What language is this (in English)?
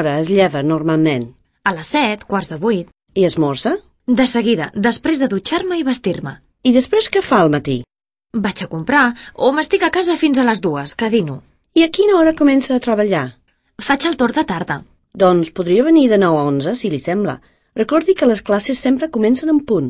Catalan